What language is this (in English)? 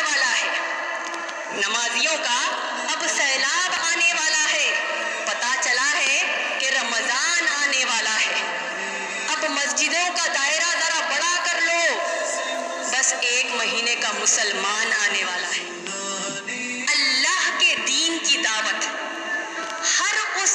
Urdu